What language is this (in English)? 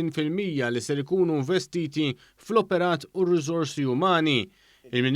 Maltese